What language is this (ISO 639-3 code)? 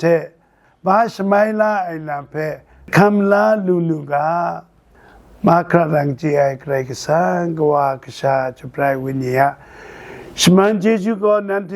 kac